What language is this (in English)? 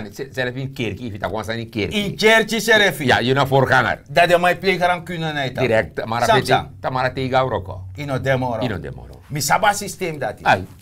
Sranan Tongo